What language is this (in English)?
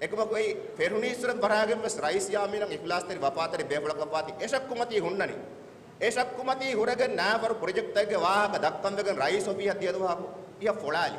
Divehi